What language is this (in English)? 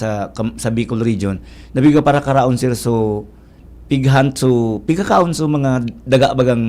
Bikol